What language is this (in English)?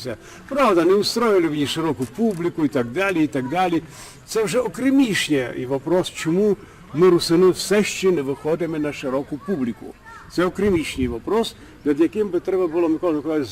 Rusyn